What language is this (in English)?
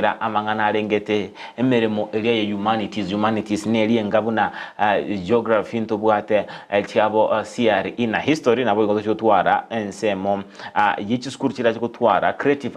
Gusii